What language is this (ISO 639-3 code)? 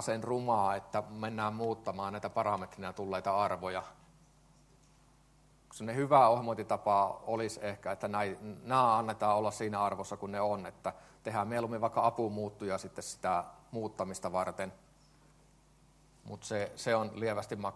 fin